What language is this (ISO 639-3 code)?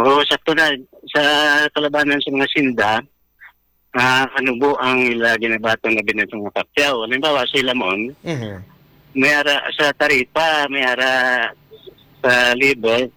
hil